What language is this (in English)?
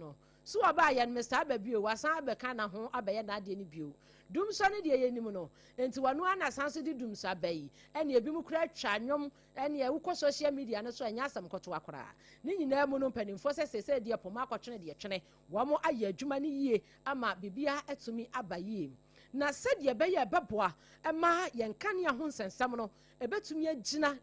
Akan